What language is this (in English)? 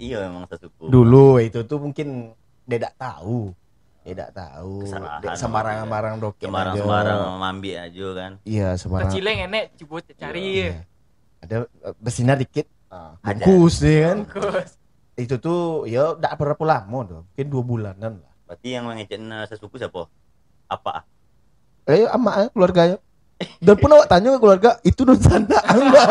Minangkabau